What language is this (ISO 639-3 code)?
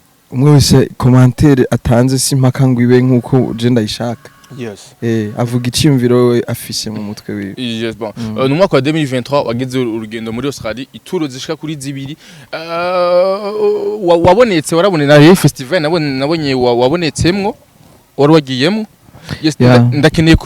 run